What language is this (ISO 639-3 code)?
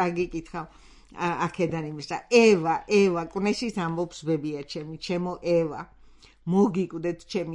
kat